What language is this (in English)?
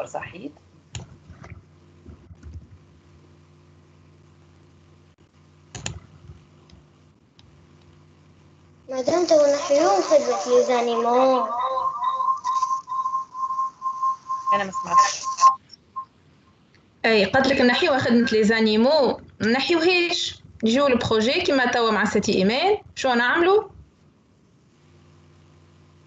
Tunisian Arabic